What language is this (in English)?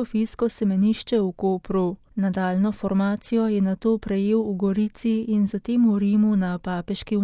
Slovenian